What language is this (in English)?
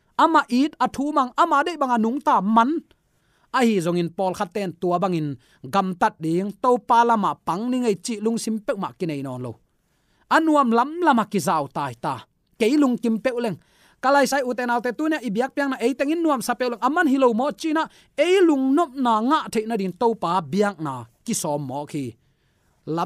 Tedim Chin